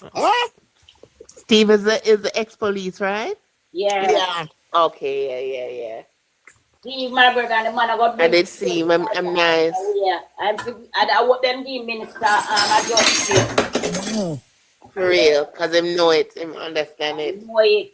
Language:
Jamaican Creole English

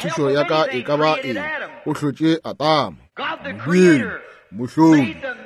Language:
Northern Sotho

